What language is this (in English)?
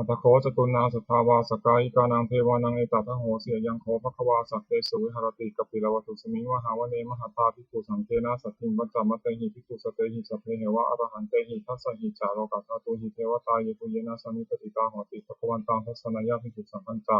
Pali